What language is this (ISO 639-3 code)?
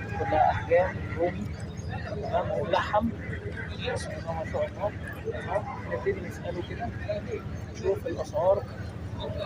arz